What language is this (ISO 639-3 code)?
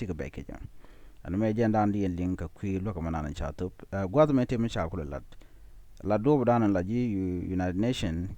nus